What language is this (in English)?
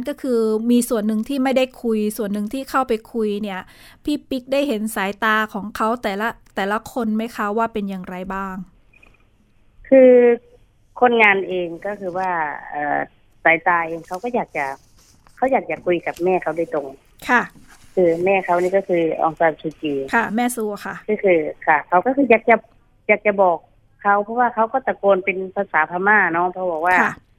Thai